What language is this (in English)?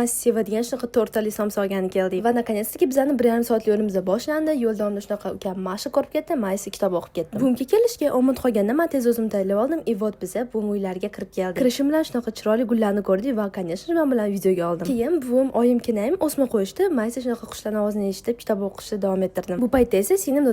Uzbek